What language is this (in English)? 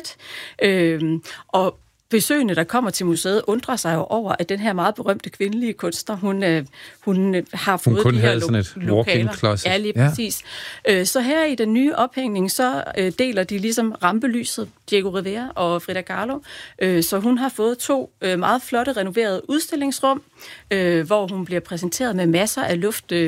Danish